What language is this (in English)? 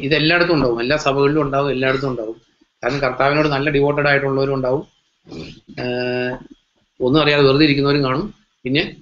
Malayalam